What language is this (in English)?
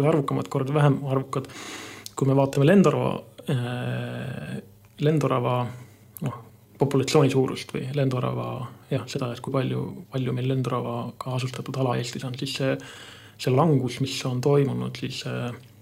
Estonian